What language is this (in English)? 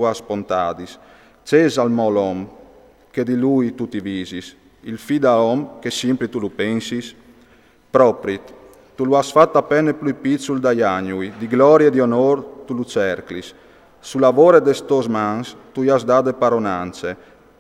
Friulian